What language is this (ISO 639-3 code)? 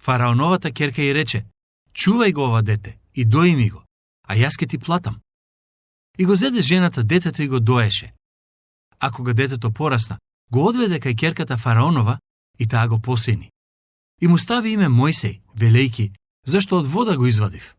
mkd